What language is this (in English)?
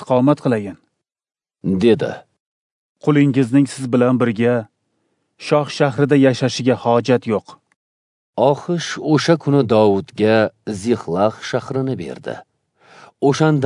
Uzbek